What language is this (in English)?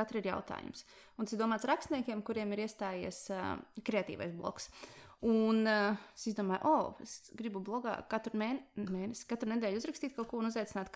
Latvian